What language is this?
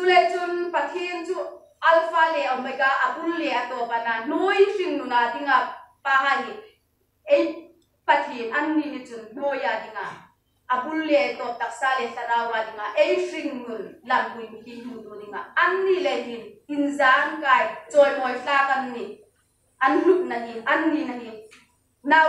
Hmar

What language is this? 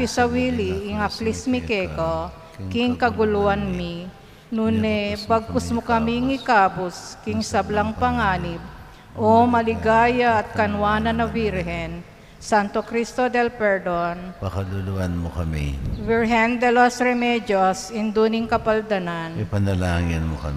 Pampanga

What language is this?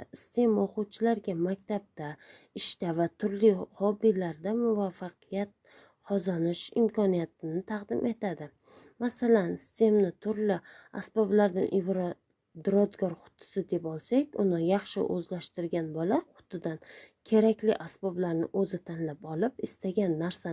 Uzbek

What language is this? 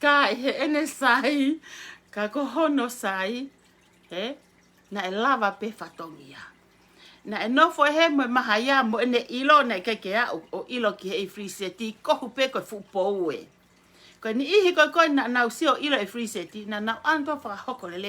Tongan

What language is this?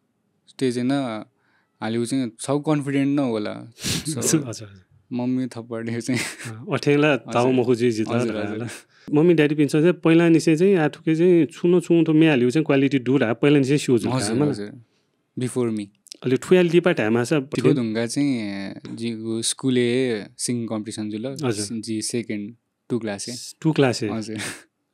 Newari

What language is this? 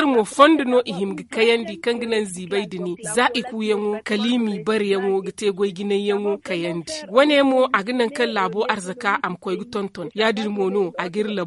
Zarma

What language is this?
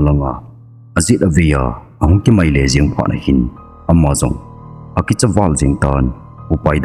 Thado Chin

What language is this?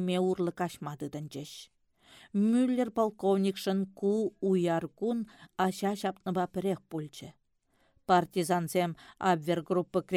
Chuvash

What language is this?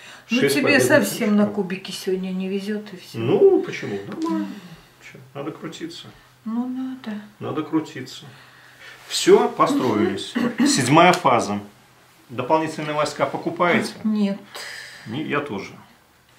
Russian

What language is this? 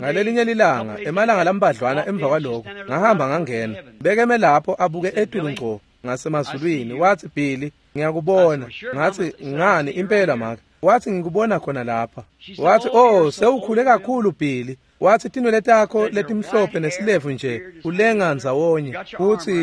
Swati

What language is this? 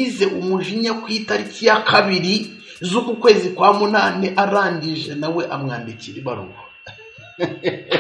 Kinyarwanda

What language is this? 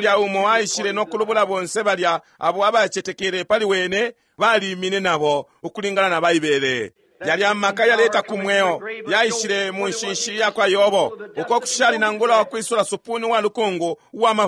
Bemba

